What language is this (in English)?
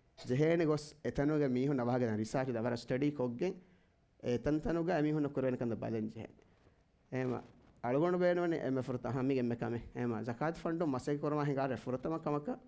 Divehi